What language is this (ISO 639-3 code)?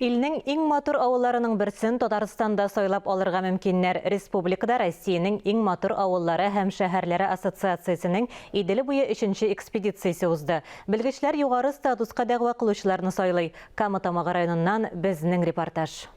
tat